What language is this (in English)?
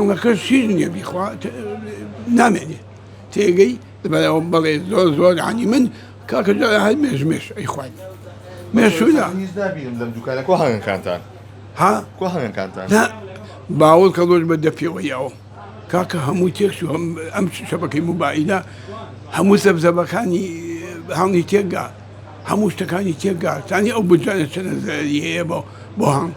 Central Kurdish